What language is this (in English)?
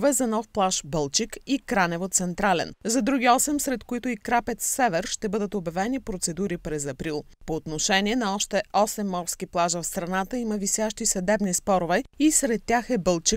Bulgarian